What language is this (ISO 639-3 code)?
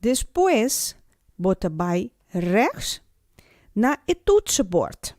pap